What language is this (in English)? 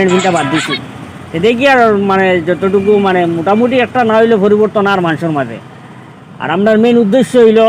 Sylheti